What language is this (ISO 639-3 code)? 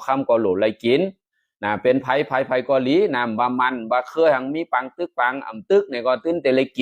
shn